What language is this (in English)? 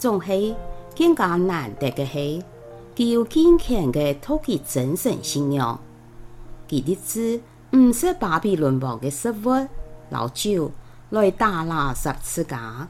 Hakka Chinese